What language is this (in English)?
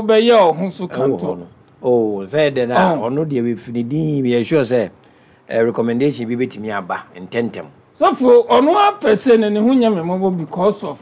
Akan